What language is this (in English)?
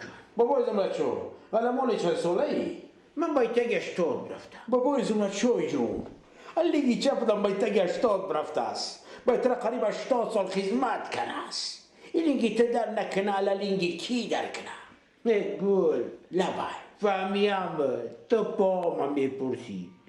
Tajik